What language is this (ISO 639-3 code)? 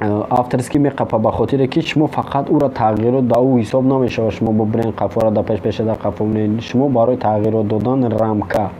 tgk